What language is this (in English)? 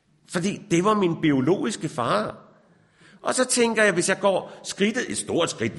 Danish